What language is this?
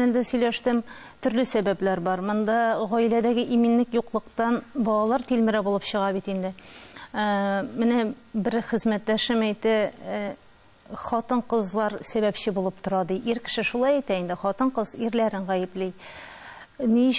Tatar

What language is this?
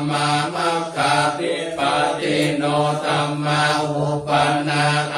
Pali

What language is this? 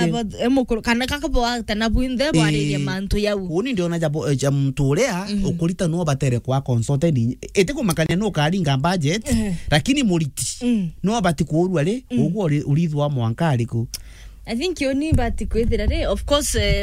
Meru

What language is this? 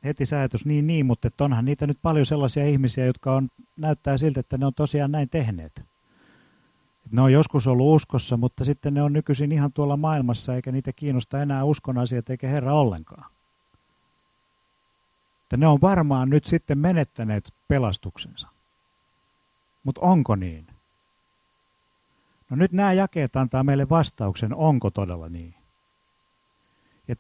Finnish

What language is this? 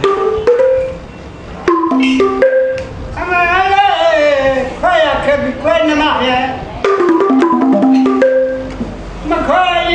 Burmese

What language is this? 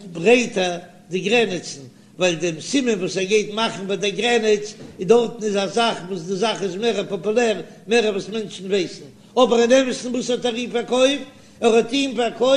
Yiddish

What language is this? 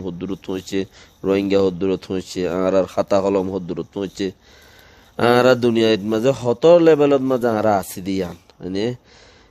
Rohingya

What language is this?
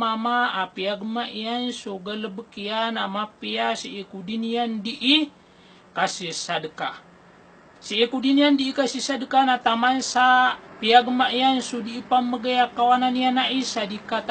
Maranao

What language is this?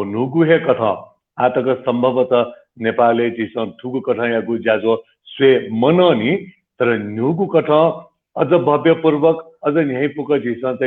Newari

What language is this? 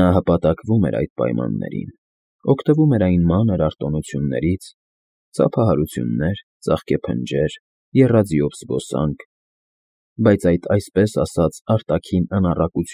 Armenian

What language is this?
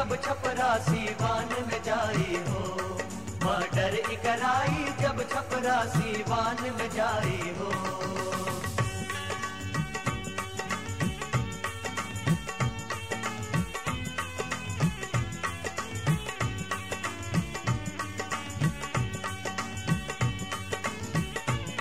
Bhojpuri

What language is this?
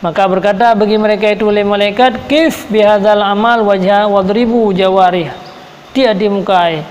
Achinese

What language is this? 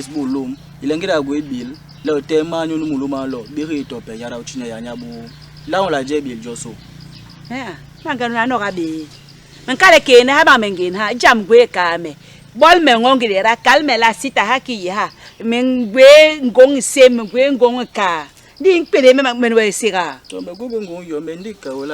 Basaa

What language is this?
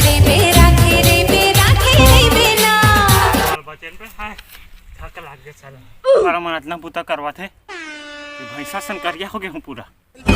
Chhattisgarhi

